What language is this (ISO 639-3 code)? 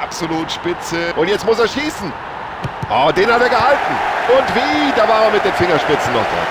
bar